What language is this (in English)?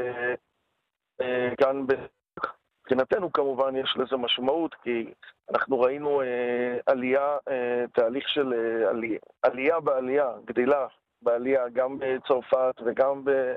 Hebrew